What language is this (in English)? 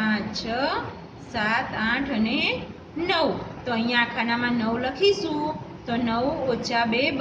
Gujarati